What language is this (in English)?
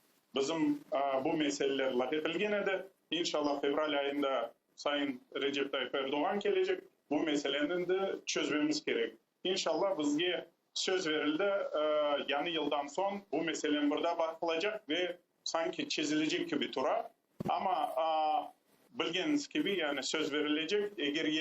Crimean Tatar